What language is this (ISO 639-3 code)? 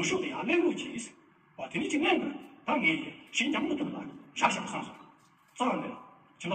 bod